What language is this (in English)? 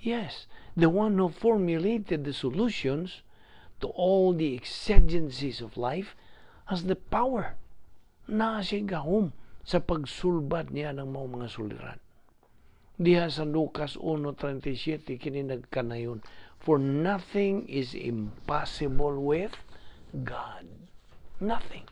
Cebuano